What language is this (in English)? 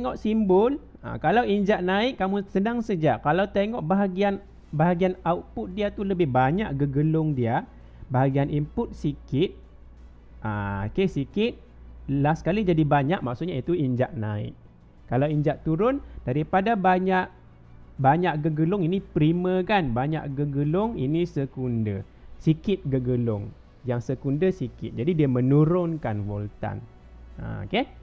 Malay